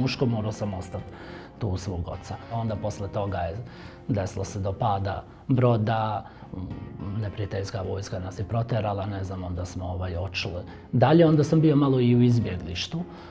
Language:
Bosnian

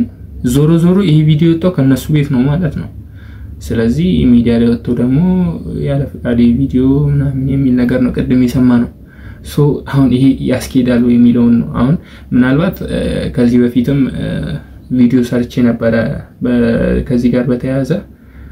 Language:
Amharic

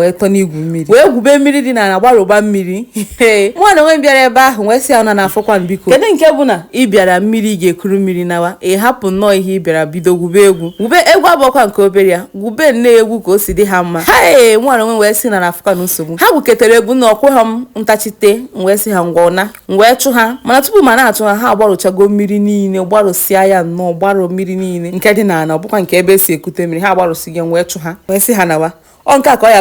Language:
Igbo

